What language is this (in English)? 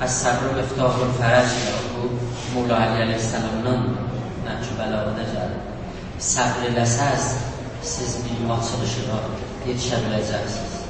South Azerbaijani